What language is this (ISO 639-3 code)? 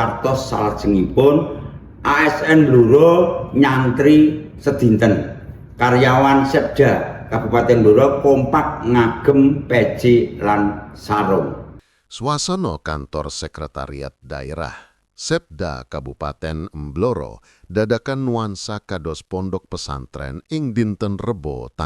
jav